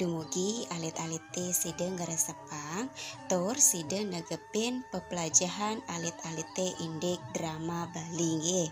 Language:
Balinese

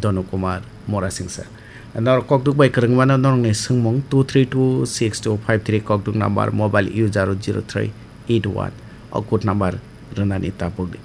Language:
Kok Borok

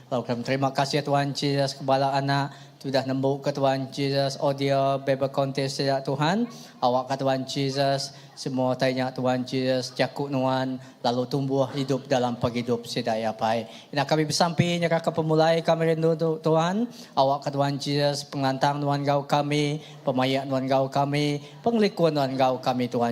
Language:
Iban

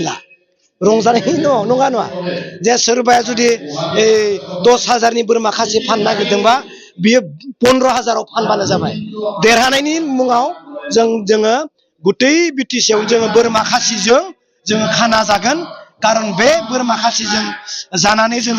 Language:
Bodo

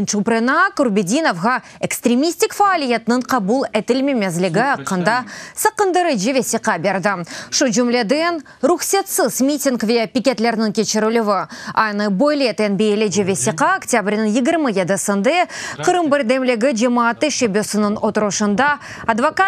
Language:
Crimean Tatar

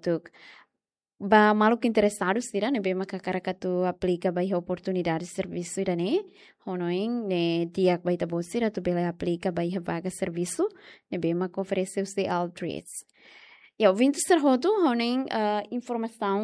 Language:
Tetum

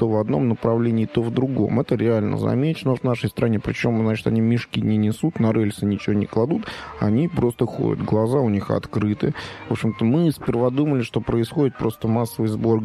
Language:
Russian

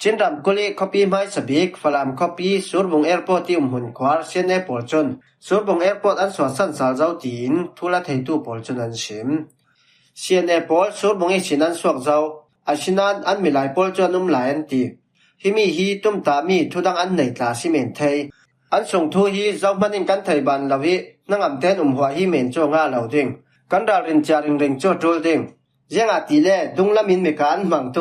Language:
Falam Chin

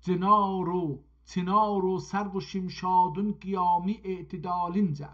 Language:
South Azerbaijani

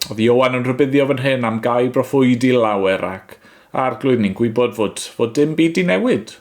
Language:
Welsh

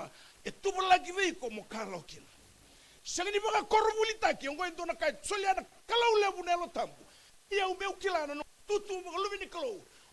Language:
Fijian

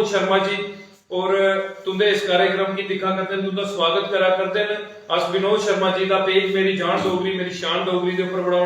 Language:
Dogri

